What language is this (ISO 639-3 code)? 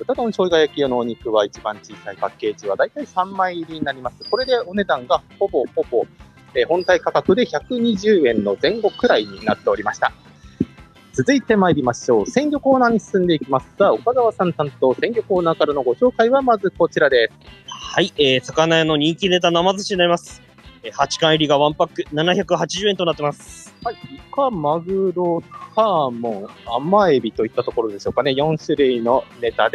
jpn